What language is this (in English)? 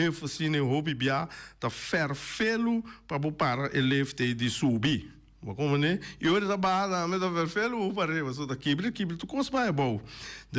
Papiamento